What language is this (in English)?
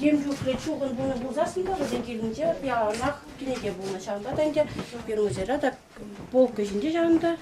Chuvash